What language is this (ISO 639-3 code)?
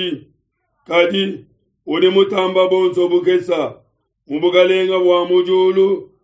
lua